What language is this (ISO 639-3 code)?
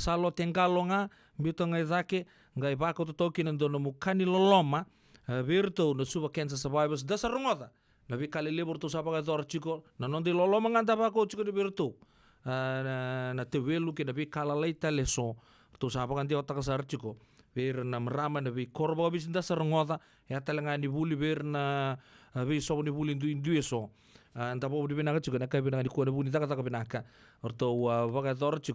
fij